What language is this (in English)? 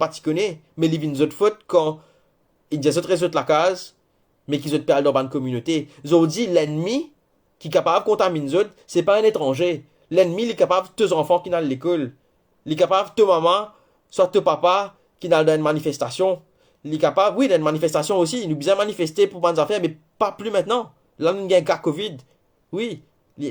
Morisyen